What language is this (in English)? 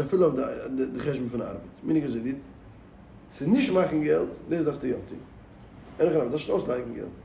Yiddish